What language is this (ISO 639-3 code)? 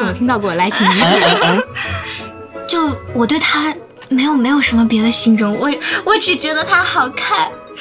zho